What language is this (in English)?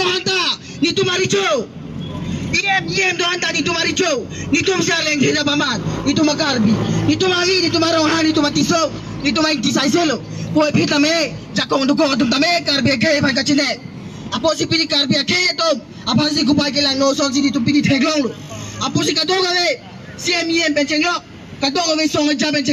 Karbi